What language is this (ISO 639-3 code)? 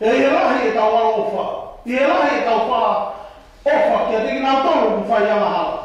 ton